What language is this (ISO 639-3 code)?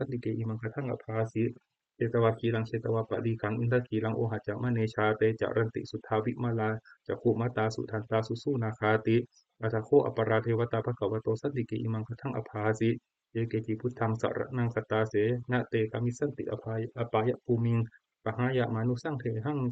pli